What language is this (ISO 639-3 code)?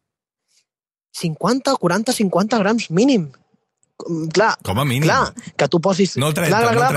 cat